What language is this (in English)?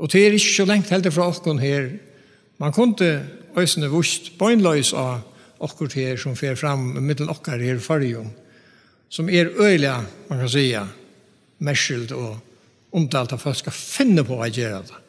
Faroese